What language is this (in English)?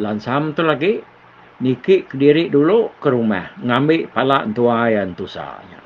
Iban